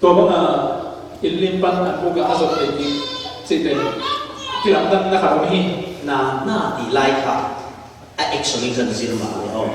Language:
Falam Chin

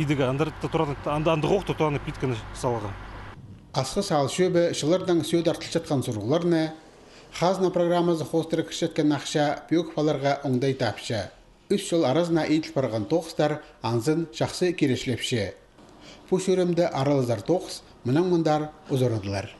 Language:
Khakas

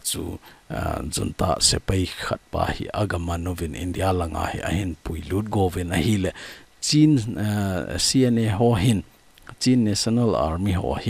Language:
Thado Chin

